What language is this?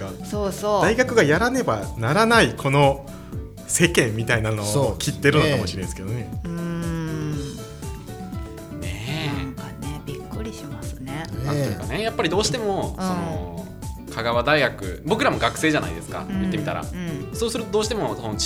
Japanese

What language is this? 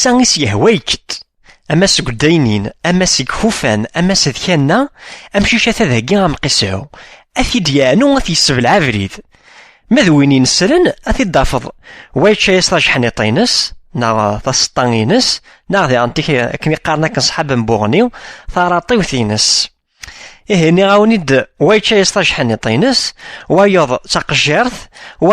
Kabyle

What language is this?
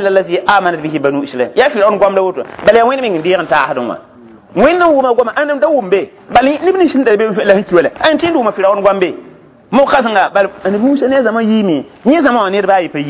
Mossi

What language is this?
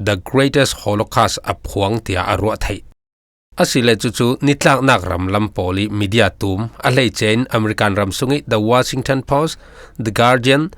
Falam Chin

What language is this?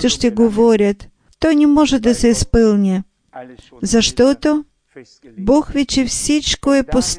Bulgarian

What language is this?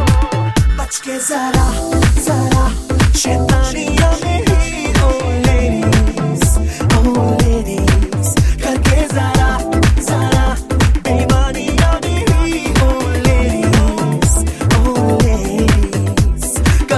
Hindi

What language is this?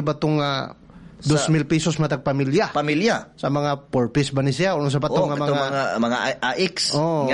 Cebuano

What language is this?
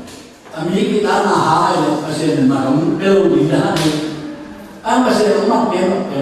Tedim Chin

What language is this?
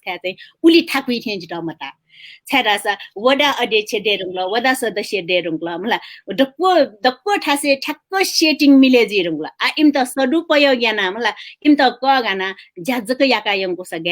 Newari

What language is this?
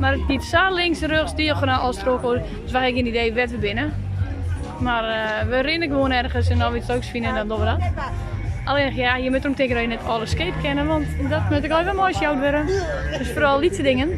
Western Frisian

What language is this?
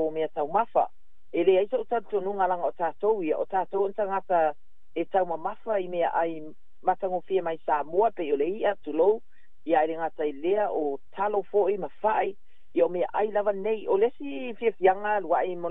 Samoan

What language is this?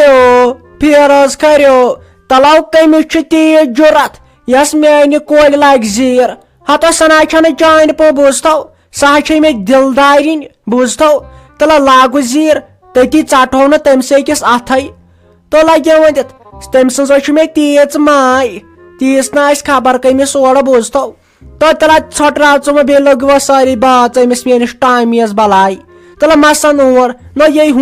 Kashmiri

